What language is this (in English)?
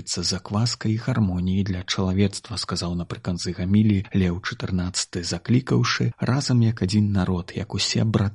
Belarusian